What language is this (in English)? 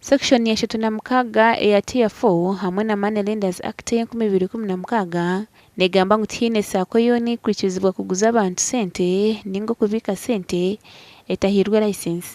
Nyankole